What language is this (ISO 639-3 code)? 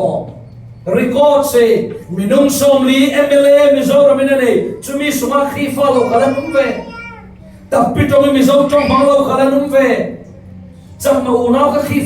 cfm